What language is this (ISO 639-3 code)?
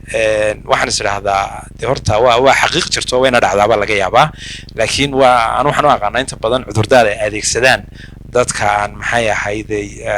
som